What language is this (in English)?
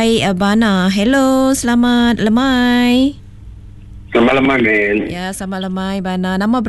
Iban